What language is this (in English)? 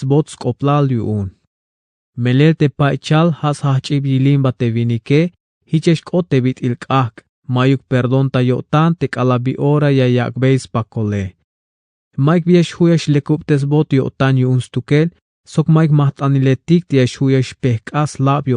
Tzeltal